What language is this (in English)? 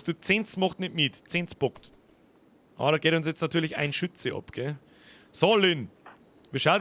Bavarian